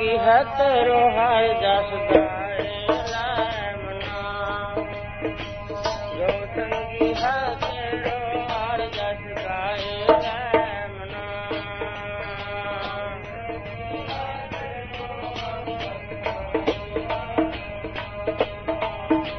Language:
Punjabi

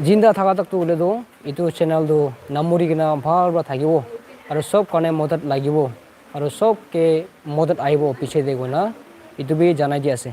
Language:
Naga Pidgin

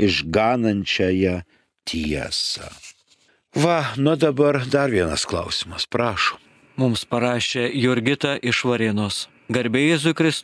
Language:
Lithuanian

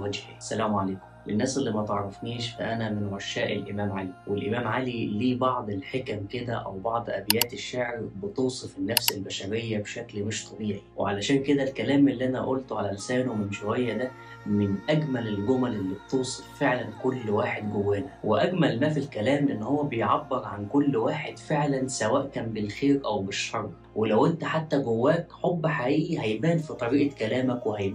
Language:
Egyptian Arabic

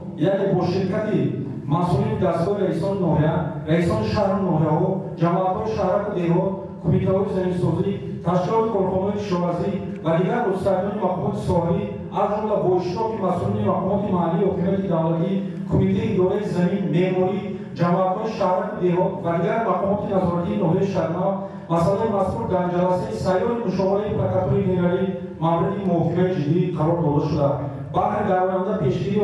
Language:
Tajik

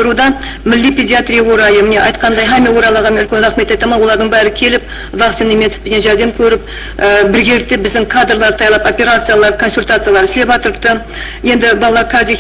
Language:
Kara-Kalpak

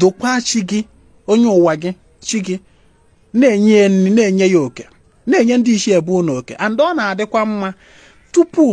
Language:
Igbo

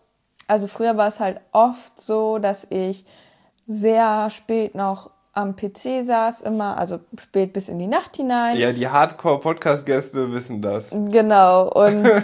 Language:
German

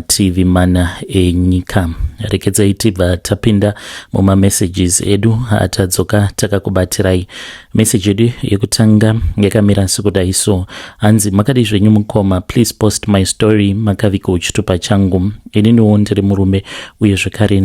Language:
Shona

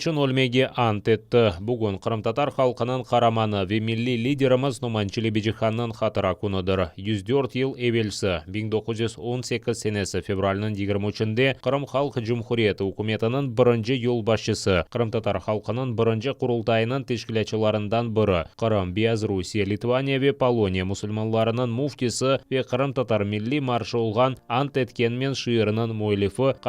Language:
Crimean Tatar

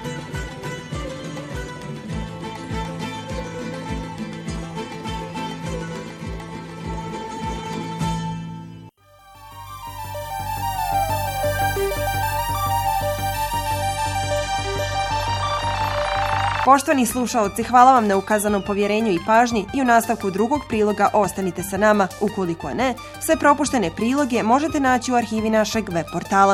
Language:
Bosnian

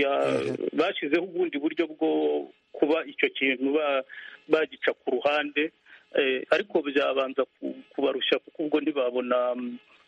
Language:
Kinyarwanda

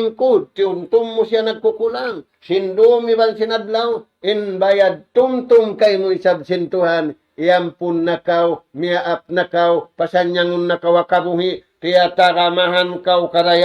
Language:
Tausug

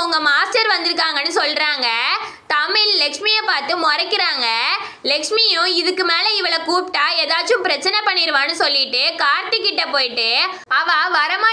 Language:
Tamil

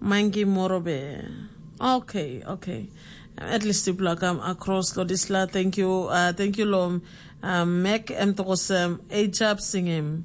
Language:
Tok Pisin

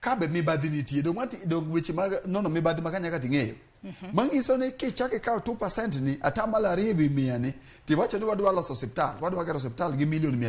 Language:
Luo (Kenya and Tanzania)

